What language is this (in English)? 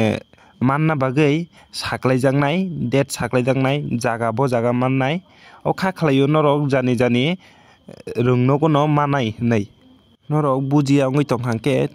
Kok Borok